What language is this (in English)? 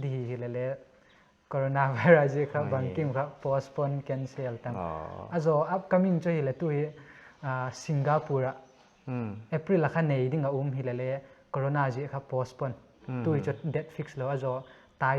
Paite Chin